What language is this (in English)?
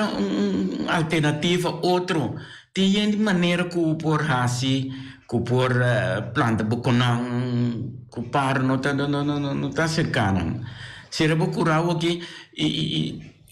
Papiamento